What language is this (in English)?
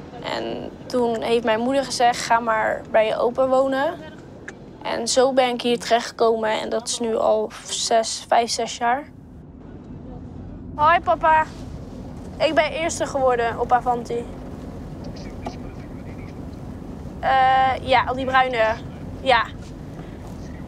Dutch